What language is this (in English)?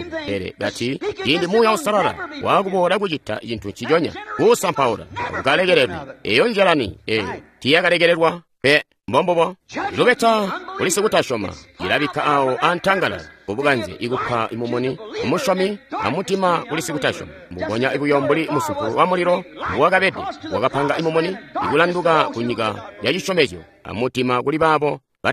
Tonga (Zambia)